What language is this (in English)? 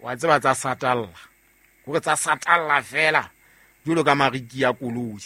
Southern Sotho